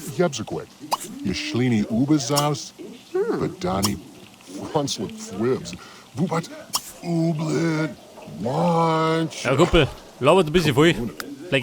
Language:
Bavarian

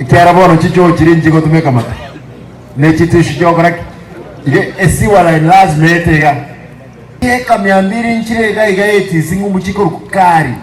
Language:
Gusii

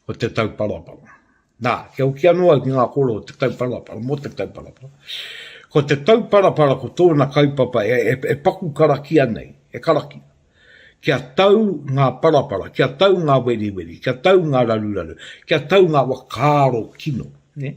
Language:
Māori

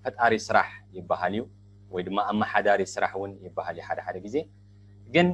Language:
Tigrinya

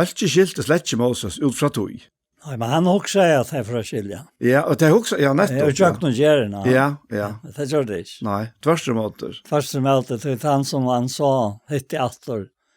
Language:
Faroese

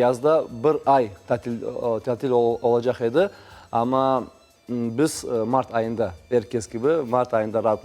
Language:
Crimean Tatar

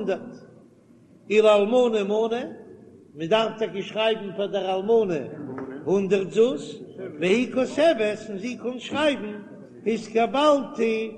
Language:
Yiddish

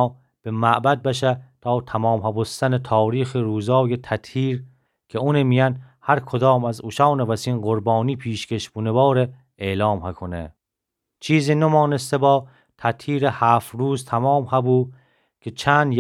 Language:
Gilaki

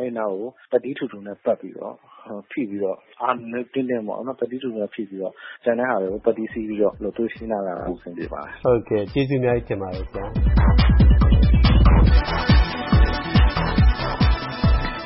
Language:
Burmese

